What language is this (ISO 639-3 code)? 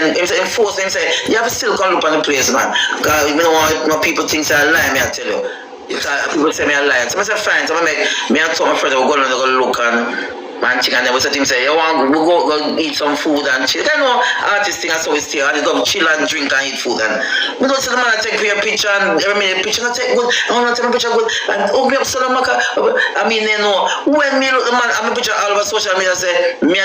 jam